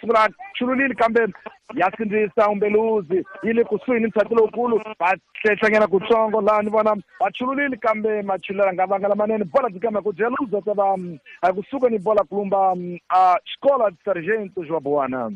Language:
Tsonga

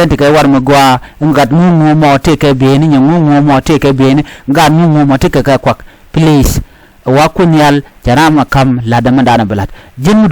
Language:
Nuer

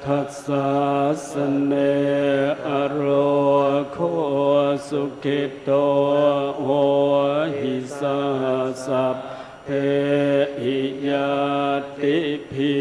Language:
Pali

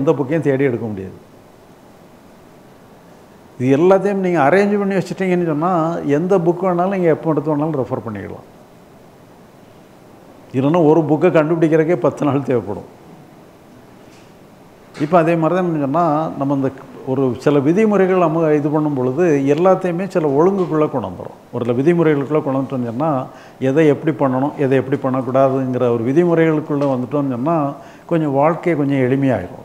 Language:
Tamil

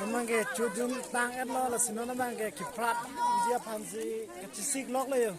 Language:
Karbi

